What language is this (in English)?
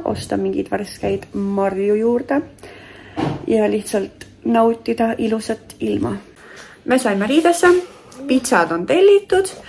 Estonian